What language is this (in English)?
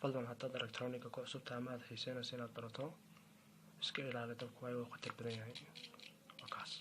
Somali